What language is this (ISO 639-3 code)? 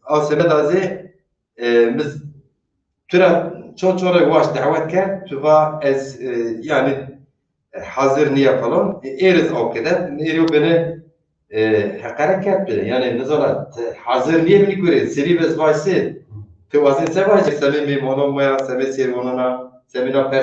zza